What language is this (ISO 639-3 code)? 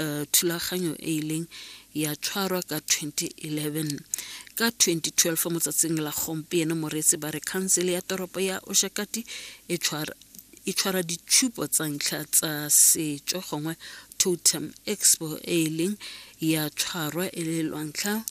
tsn